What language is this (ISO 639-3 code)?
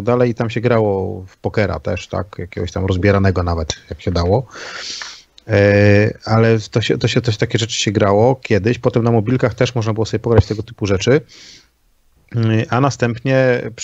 pol